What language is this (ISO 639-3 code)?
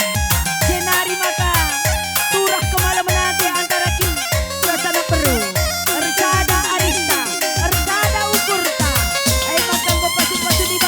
btx